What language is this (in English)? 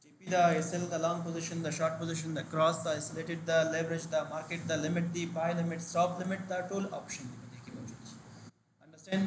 Pashto